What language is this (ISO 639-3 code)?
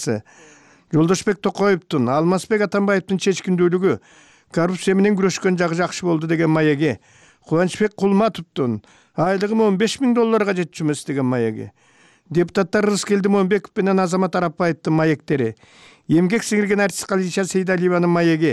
kir